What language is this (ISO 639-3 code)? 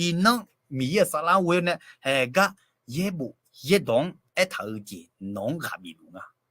ahk